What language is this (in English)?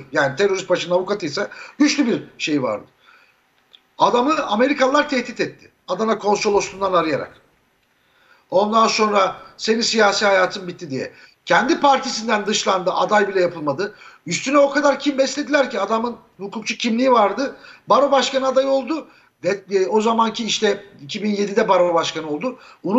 Turkish